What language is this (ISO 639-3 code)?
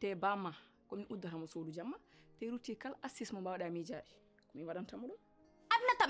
ful